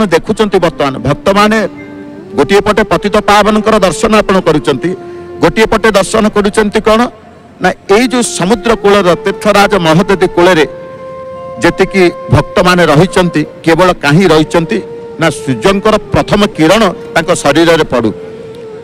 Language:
Odia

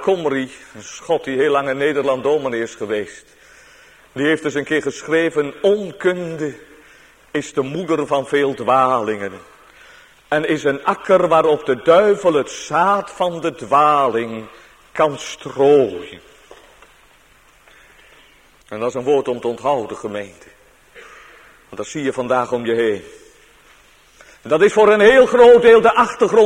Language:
Dutch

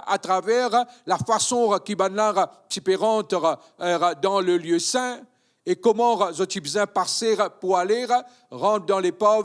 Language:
Morisyen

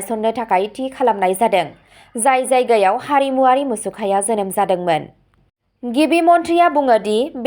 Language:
Bodo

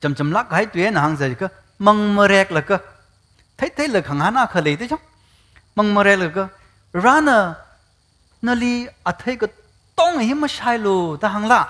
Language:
Tangkhul Naga (India)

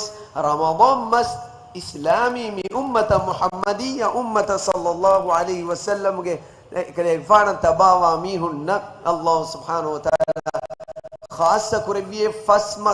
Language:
Divehi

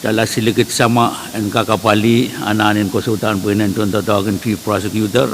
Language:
Pohnpeian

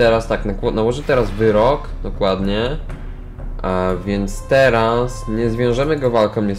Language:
Polish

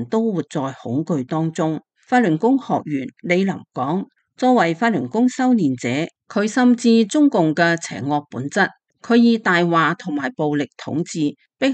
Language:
Cantonese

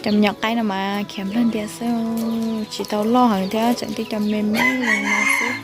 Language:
Hmong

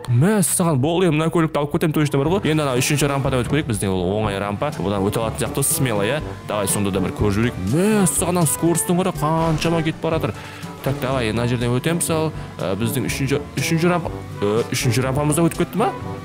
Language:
Kazakh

